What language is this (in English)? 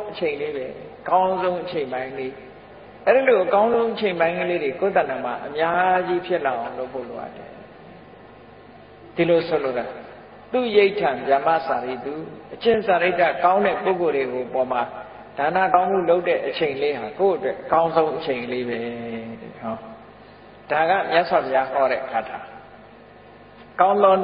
Burmese